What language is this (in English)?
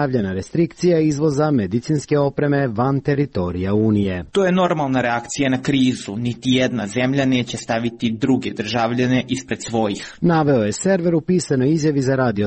Croatian